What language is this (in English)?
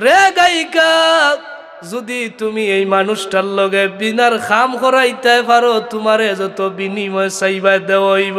Sylheti